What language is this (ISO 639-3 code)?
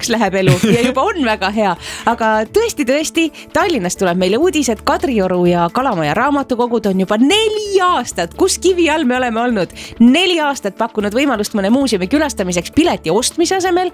est